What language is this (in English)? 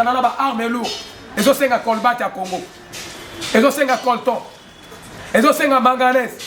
Lingala